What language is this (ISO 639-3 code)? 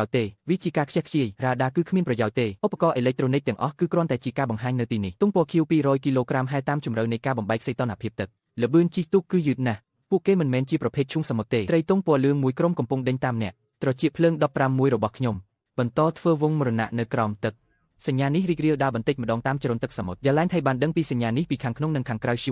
khm